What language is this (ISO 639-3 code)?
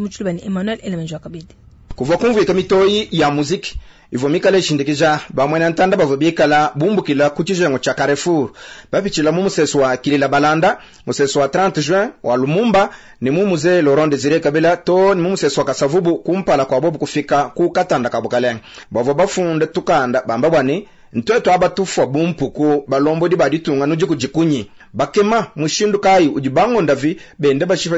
lua